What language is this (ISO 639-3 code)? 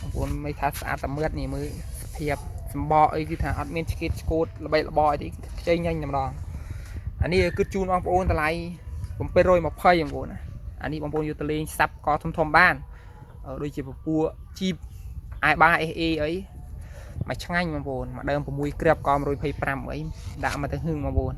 khm